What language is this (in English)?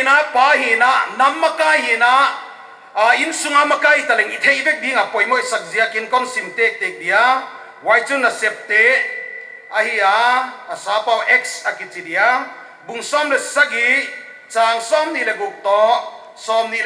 Paite Chin